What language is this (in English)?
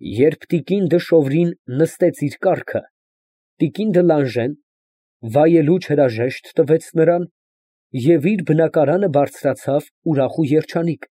Armenian